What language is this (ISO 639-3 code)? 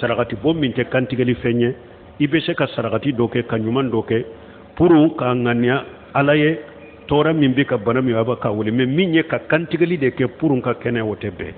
bam